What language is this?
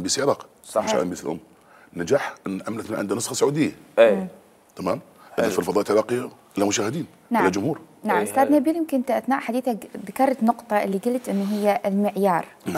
Mesopotamian Arabic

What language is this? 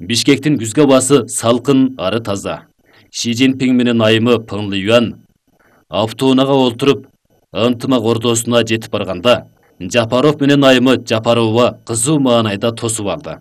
Kyrgyz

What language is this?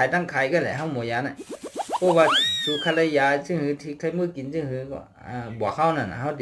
Shan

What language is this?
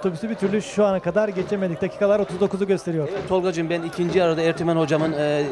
Turkish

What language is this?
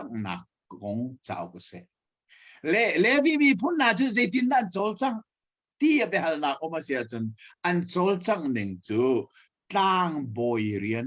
Hakha Chin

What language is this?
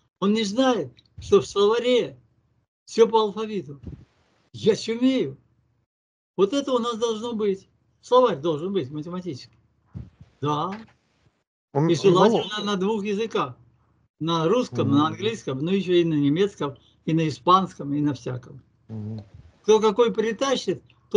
Russian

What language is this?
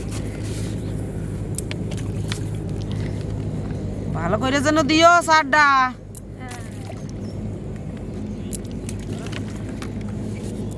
Bangla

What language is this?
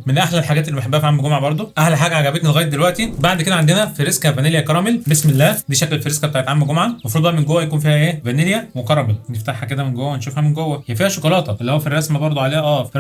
Egyptian Arabic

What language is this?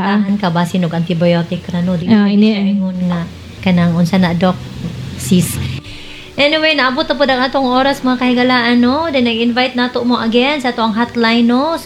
Cebuano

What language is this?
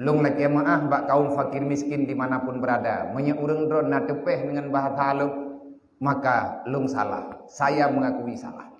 Achinese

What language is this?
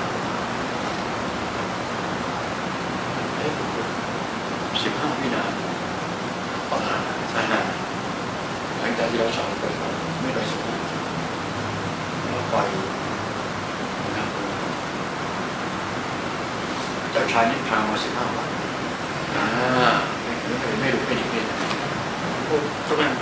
Thai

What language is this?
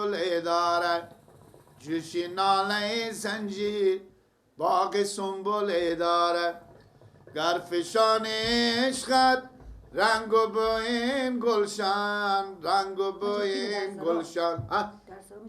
Persian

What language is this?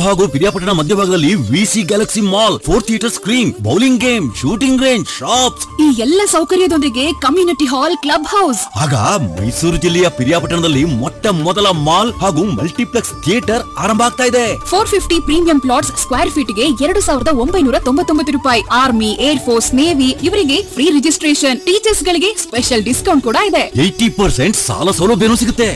Kannada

